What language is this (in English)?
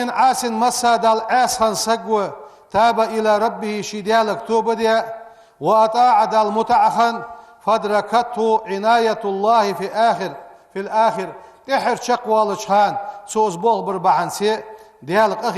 Ingush